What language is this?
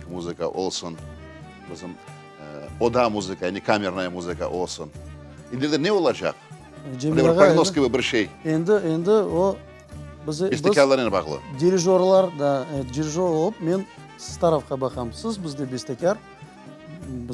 Crimean Tatar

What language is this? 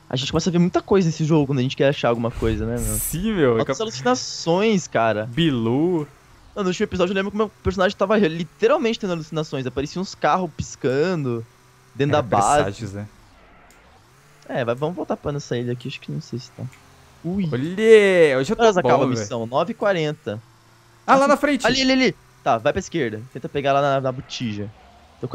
Portuguese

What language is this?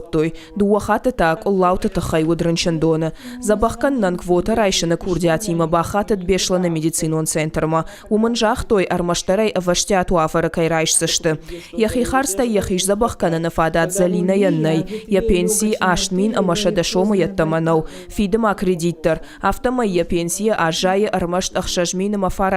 Ossetic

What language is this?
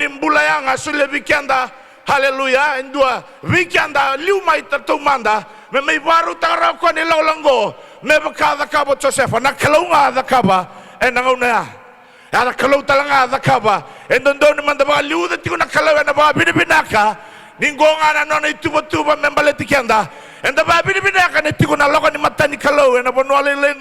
Fijian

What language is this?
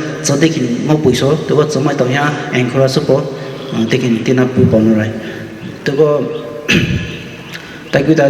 Poumei Naga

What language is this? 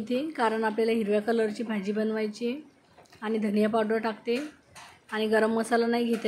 Marathi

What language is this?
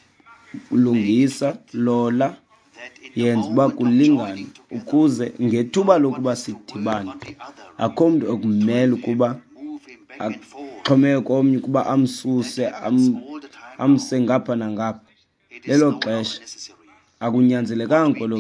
Xhosa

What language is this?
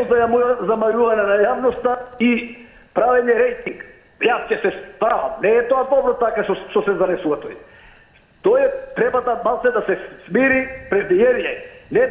Macedonian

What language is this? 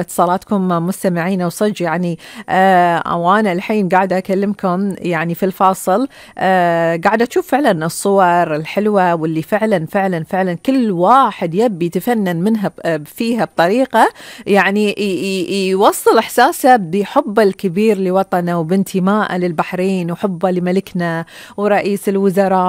Gulf Arabic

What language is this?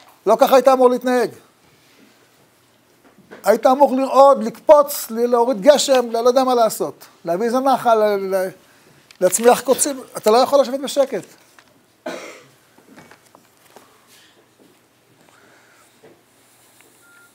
Hebrew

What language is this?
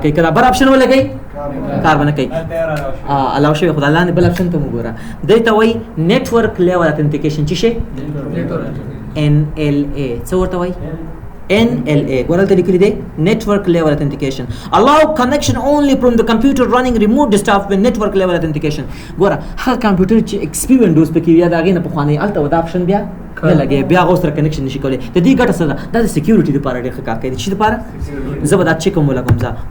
Pashto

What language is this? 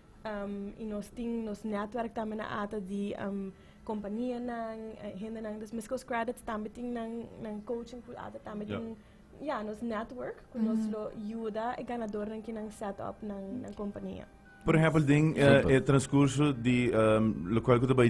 Papiamento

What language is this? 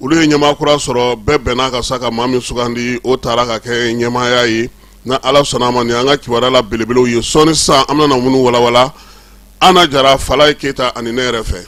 Bambara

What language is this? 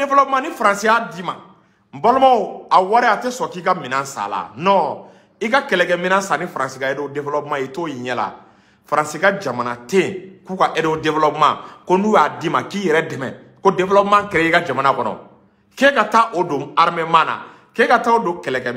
Bambara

